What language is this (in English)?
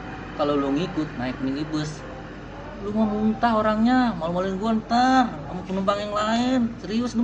Betawi